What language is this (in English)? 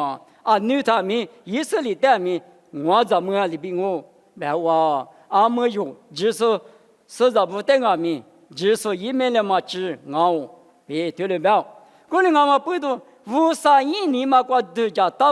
Lisu